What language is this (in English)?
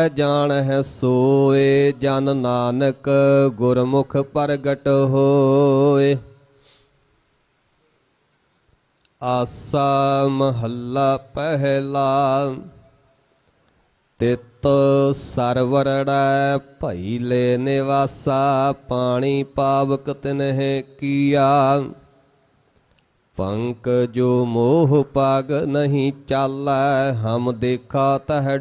Punjabi